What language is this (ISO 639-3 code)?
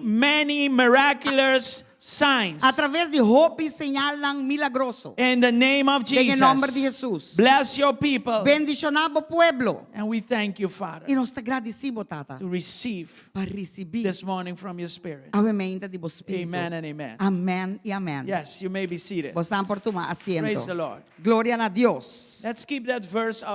pap